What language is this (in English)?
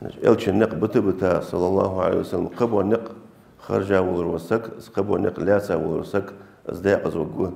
Ingush